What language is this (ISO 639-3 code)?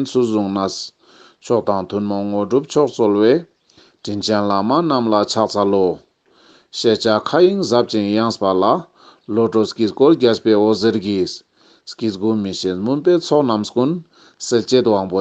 lbj